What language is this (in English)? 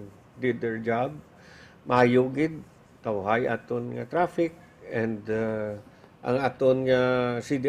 Hiligaynon